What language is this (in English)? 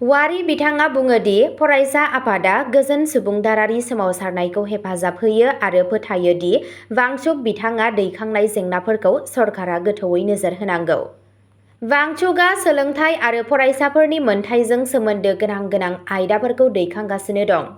Bodo